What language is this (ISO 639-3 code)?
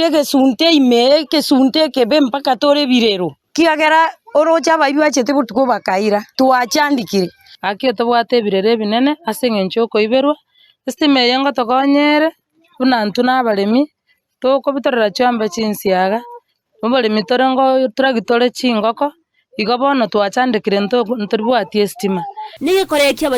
guz